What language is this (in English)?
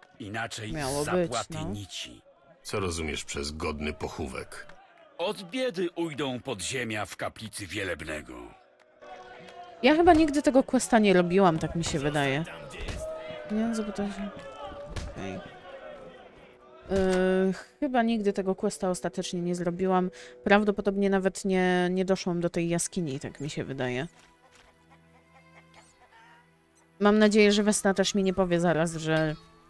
Polish